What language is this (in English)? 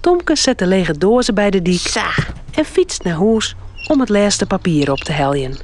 Western Frisian